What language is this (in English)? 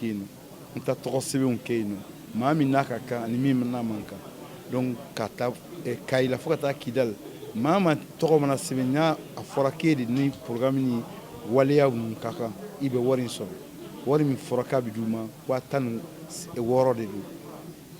Bambara